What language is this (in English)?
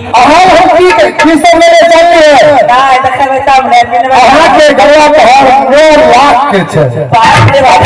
Maithili